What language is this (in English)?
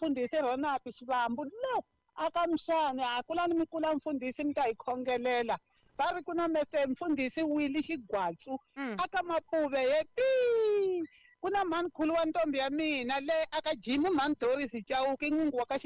Tsonga